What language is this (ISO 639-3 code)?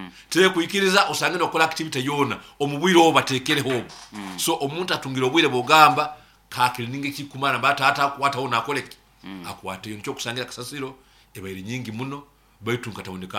nyo